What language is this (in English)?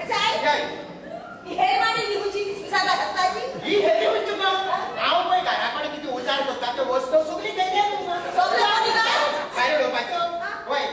Konkani